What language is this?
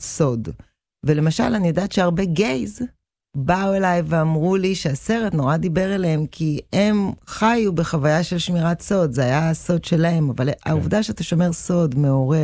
Hebrew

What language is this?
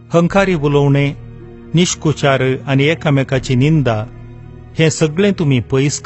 Konkani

